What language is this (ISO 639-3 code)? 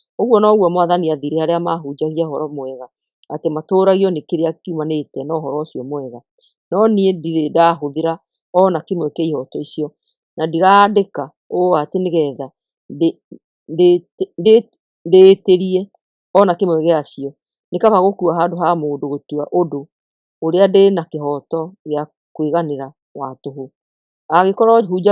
kik